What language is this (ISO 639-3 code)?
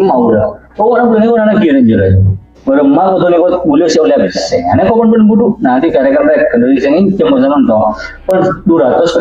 mad